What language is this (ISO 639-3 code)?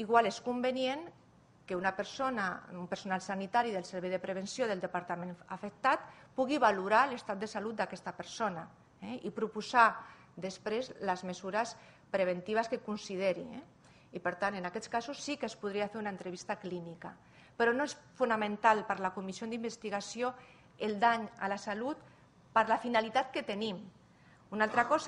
cat